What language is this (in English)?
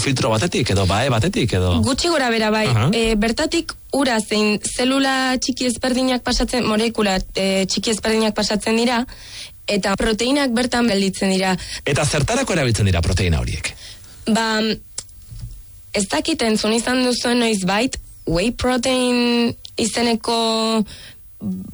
Basque